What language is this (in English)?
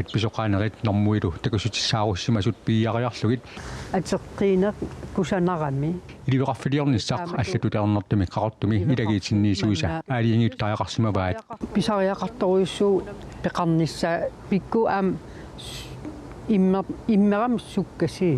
Kalaallisut